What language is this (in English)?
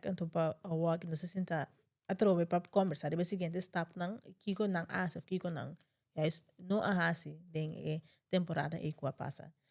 Papiamento